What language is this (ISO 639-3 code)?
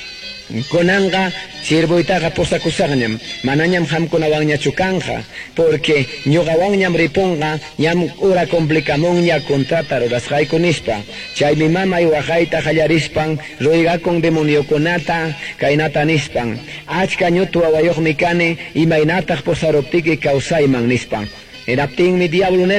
que